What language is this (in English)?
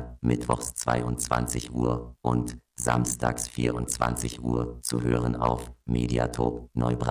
German